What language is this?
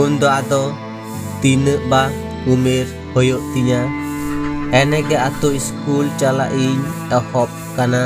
Santali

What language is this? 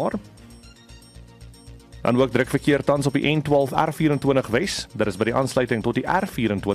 Afrikaans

